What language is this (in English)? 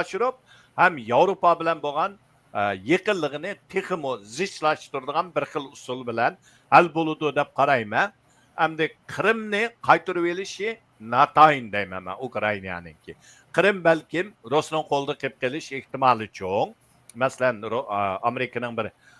Uyghur